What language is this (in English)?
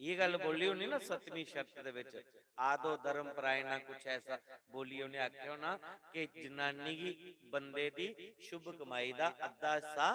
Dogri